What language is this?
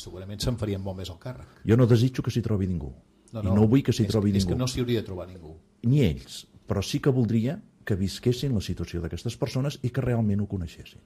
Catalan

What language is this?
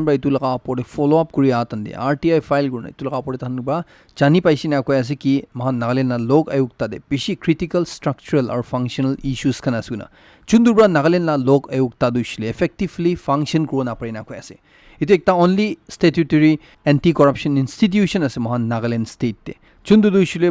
Naga Pidgin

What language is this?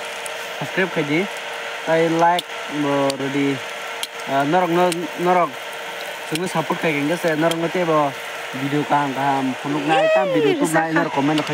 Kok Borok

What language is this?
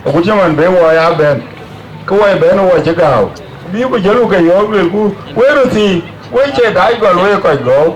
Dinka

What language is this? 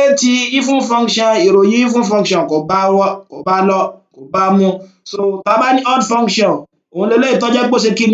Yoruba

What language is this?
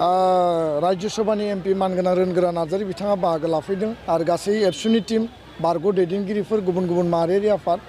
Bodo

